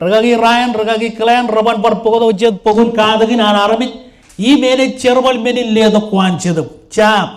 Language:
Marshallese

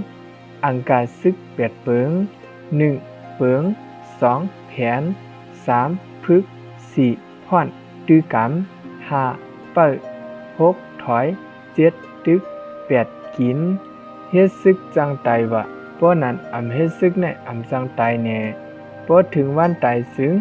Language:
Shan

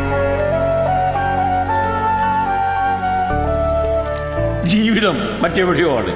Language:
Malayalam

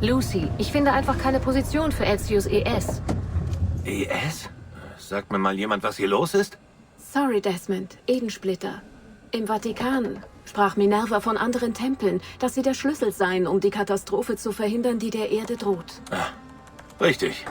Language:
Bavarian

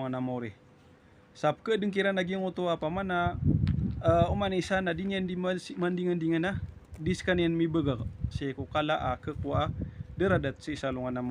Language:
Maranao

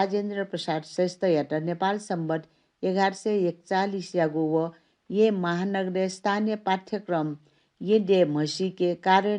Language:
Newari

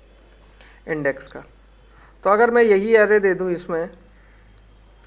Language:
Hindi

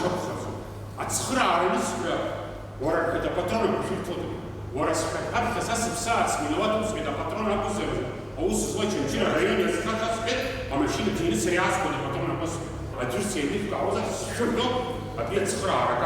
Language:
Abkhazian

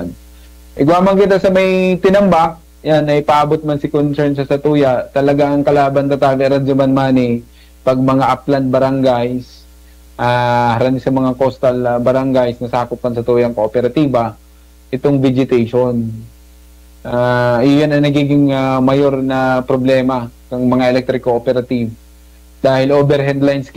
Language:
Bikol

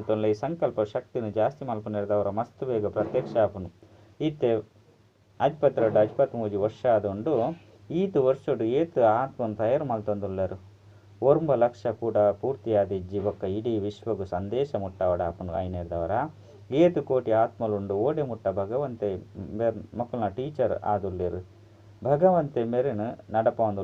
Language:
Tulu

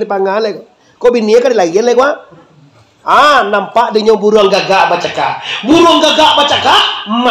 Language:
Minangkabau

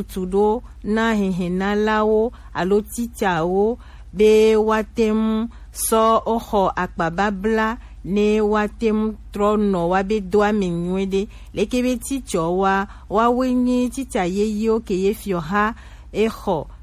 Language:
Gen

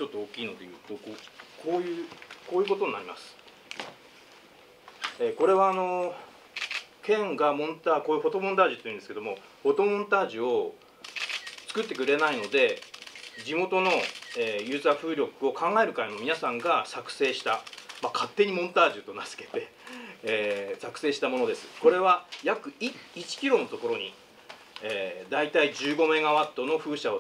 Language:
Japanese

